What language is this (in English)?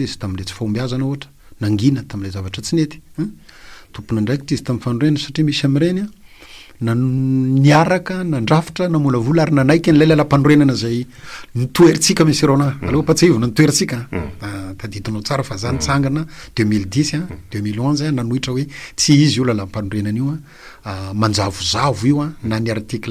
Malagasy